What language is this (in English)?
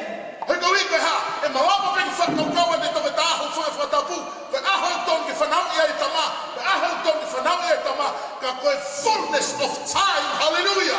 Tongan